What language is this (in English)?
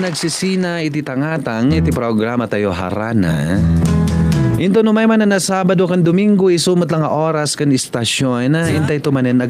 Iloko